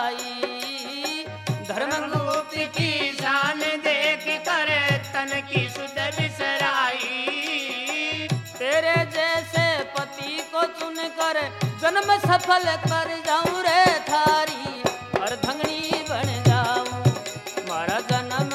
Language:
Hindi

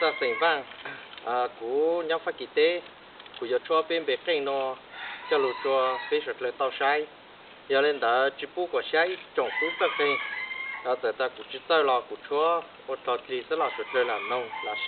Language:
Hmong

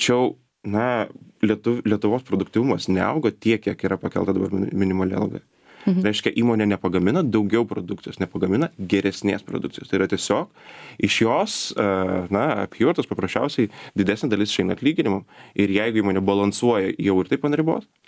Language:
Lithuanian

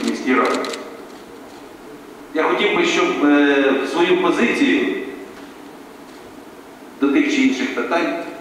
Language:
Ukrainian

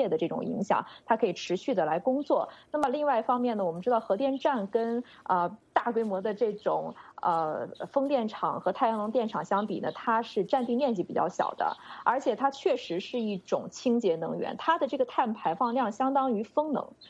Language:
Chinese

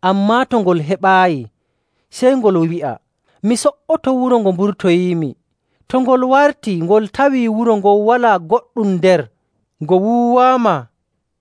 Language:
Nigerian Fulfulde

